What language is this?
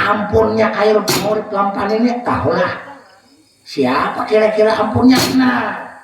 Banjar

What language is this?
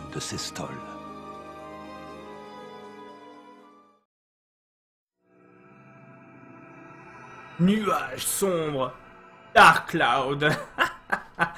French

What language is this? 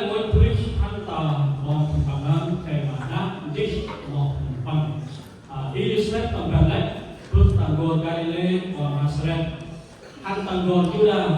Central Mnong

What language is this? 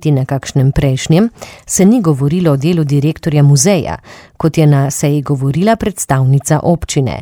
Slovenian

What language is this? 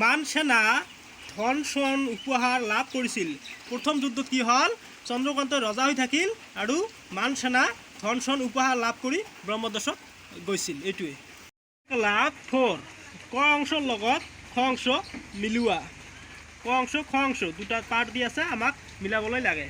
Assamese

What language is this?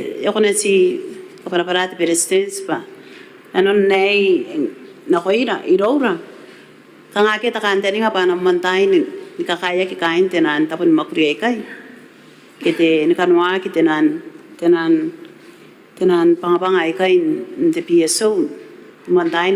Gilbertese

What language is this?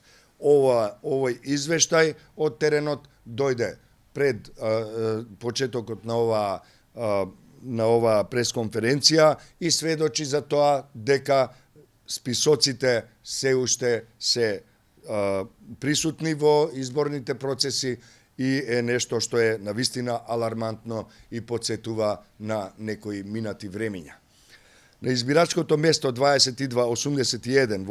Macedonian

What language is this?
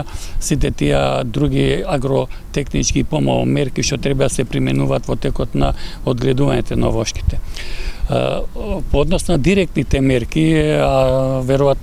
Macedonian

